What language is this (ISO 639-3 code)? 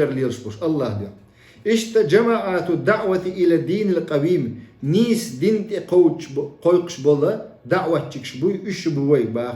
che